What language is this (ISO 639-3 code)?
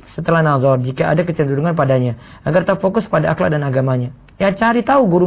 ind